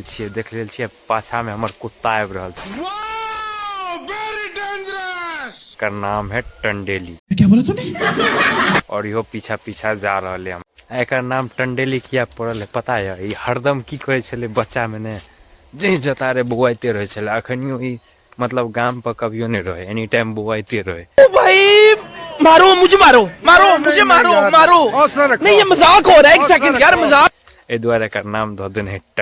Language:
Maithili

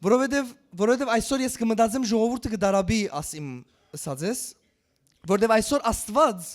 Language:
Western Armenian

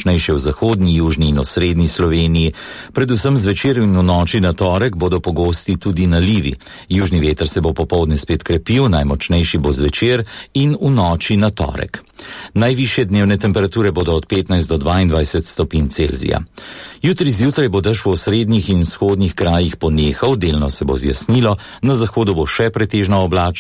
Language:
Slovenian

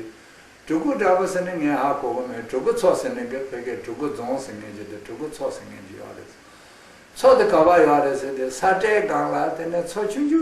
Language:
Khams Tibetan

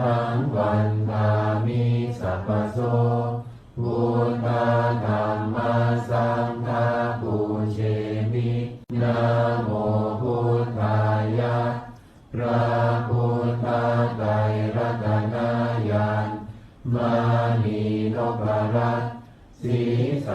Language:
Pali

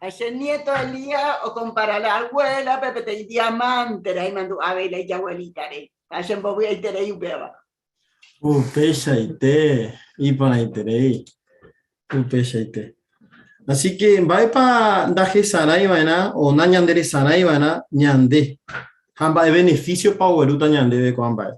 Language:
Guarani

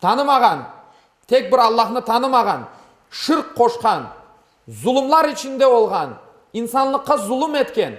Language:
Crimean Tatar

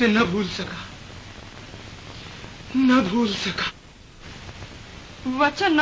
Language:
Hindi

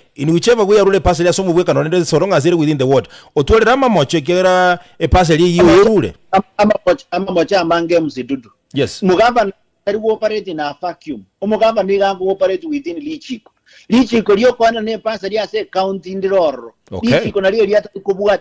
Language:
Gusii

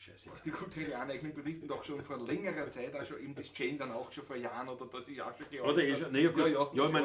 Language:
Bavarian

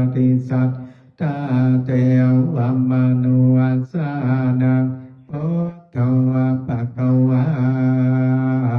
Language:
Pali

